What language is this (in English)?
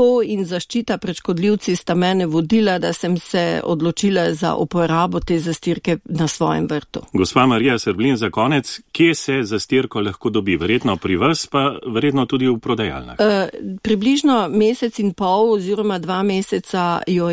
Slovenian